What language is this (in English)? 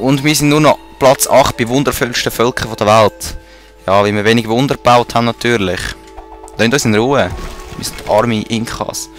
Swiss German